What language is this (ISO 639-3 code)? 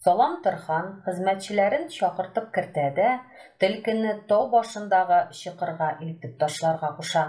tat